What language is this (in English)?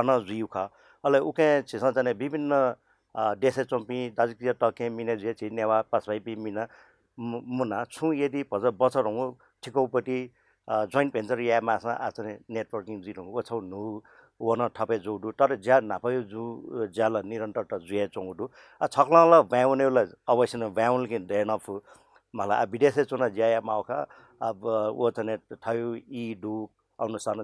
Newari